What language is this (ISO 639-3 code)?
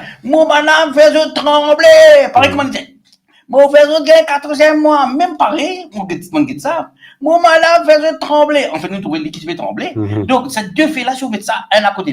mfe